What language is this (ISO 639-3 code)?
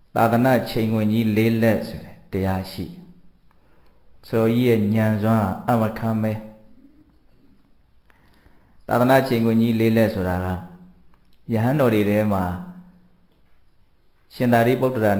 mya